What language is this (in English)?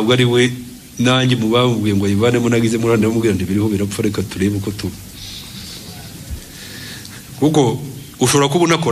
Kinyarwanda